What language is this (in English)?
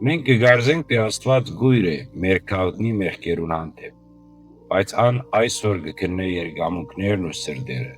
Western Armenian